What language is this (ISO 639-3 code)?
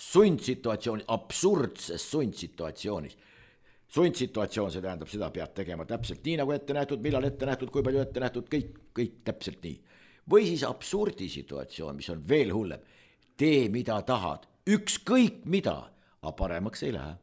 est